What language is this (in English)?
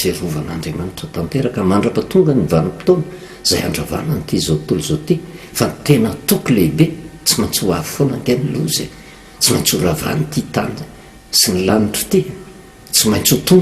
Malagasy